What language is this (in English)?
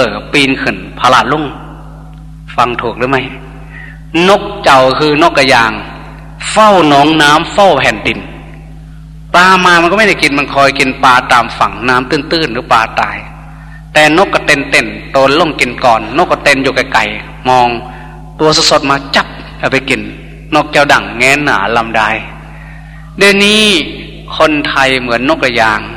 Thai